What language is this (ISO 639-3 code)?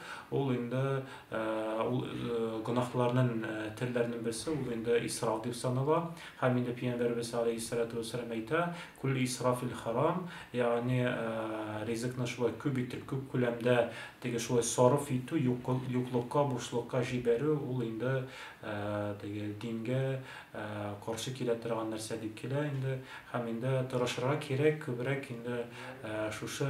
tat